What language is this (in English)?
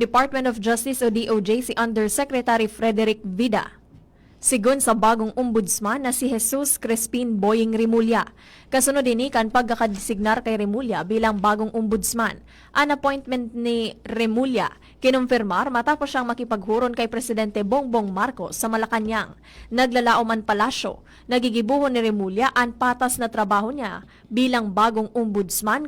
Bikol